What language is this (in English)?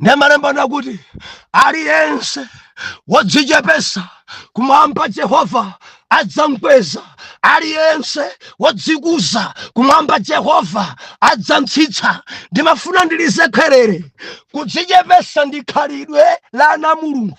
Nyanja